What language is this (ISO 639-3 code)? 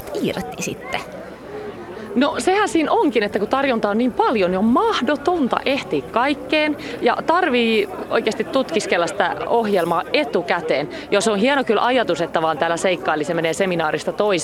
fin